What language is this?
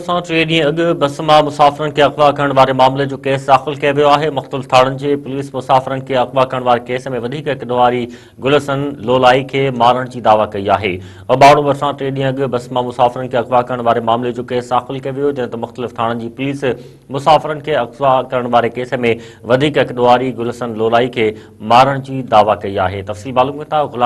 Sindhi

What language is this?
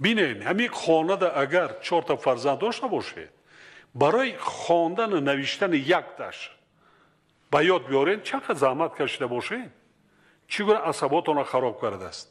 Tajik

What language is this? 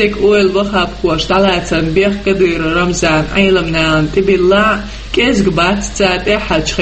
Chechen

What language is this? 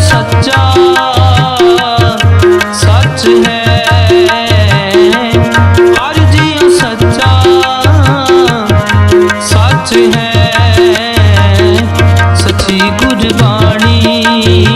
Punjabi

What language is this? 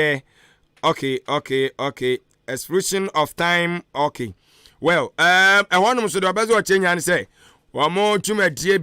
Akan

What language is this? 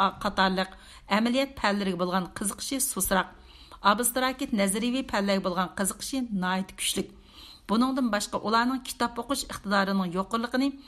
Uyghur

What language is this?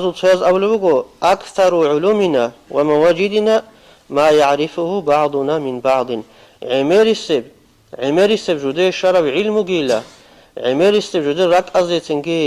Avaric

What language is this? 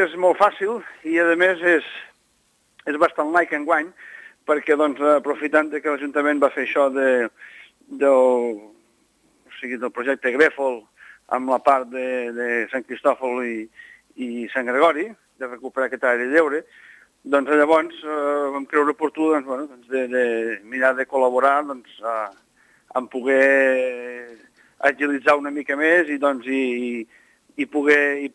Catalan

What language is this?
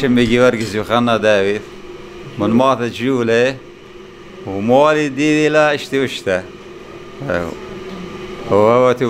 Assyrian Neo-Aramaic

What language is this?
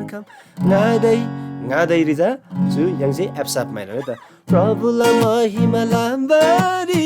Eastern Tamang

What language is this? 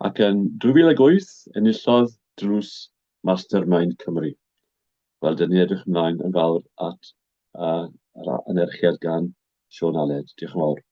Welsh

